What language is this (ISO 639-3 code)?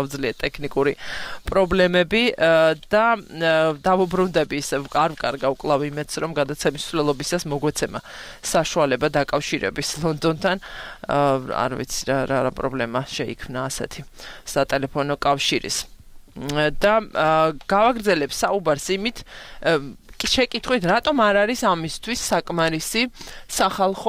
kat